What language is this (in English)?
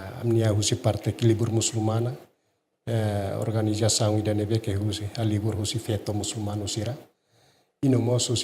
Tetum